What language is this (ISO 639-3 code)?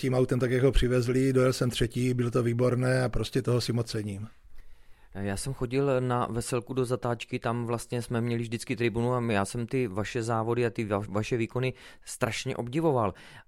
ces